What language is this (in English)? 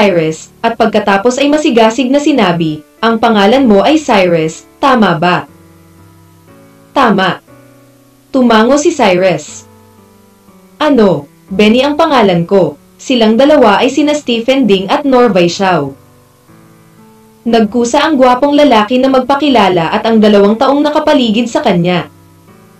Filipino